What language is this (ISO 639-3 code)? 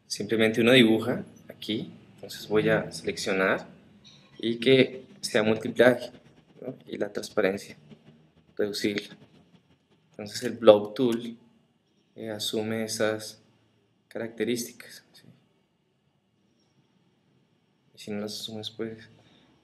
spa